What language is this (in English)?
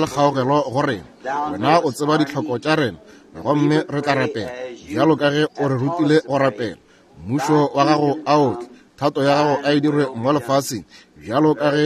Northern Sotho